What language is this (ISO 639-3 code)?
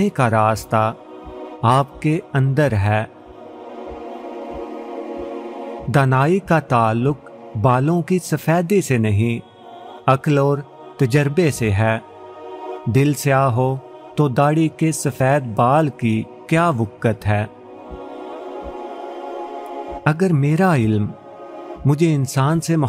urd